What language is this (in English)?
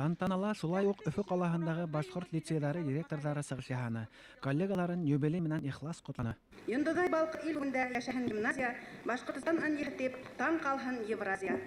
Bashkir